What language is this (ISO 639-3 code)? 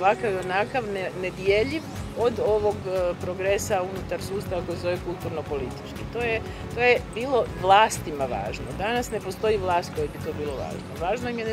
hrv